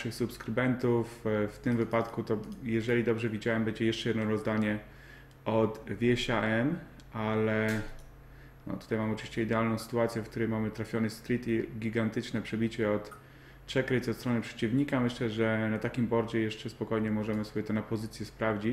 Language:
Polish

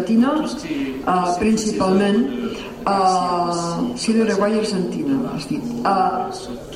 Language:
Catalan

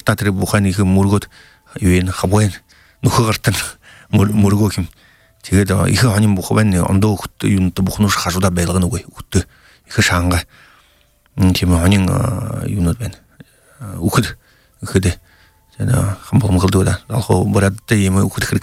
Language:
Buriat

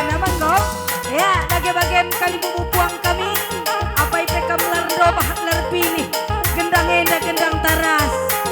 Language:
Batak Karo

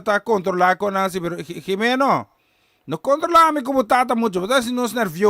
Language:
Papiamento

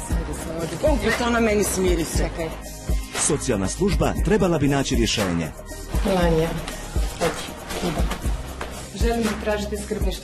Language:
Croatian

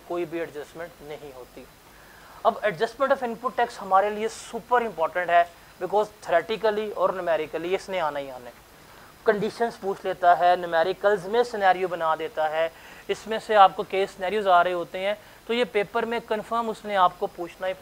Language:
Hindi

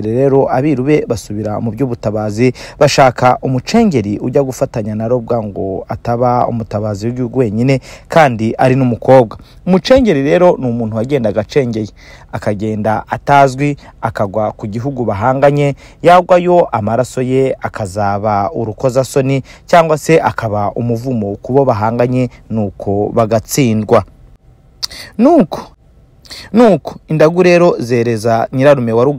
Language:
Kinyarwanda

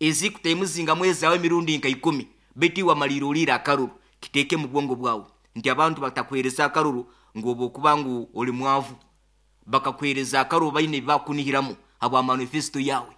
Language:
Nyoro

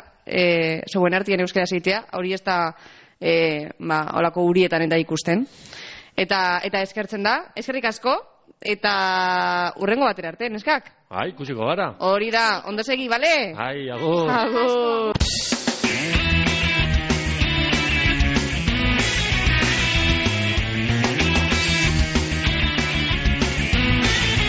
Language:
Basque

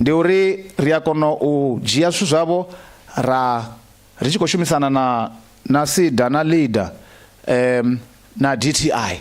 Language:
Venda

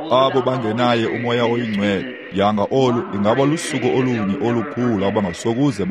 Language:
Xhosa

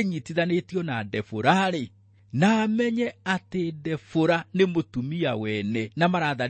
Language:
Kikuyu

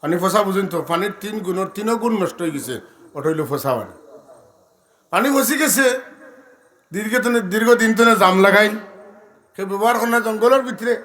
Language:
Sylheti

